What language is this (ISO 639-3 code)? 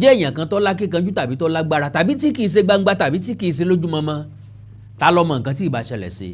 yor